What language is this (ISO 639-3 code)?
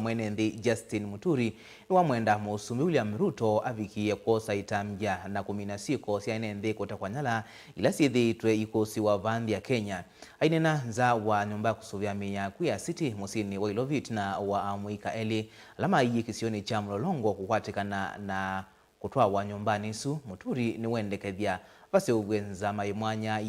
kam